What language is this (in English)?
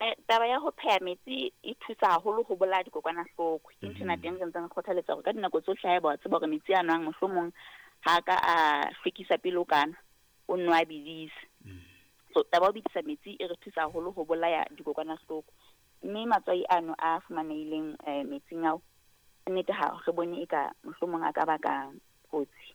Southern Sotho